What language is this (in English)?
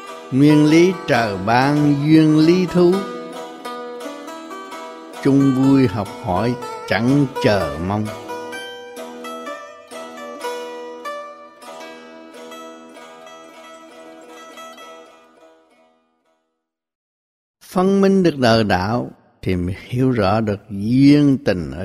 Vietnamese